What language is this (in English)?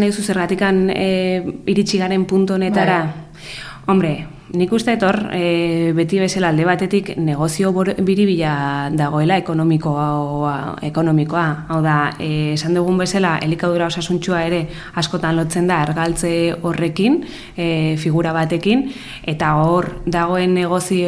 Basque